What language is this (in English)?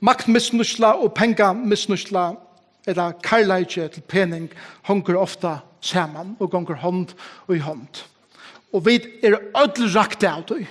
Faroese